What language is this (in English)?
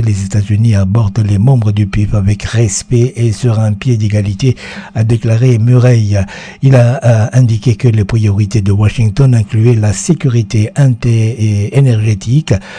French